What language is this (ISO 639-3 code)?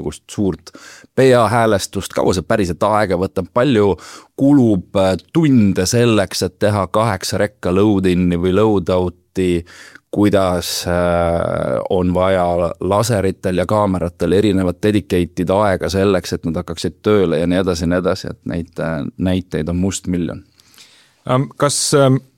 est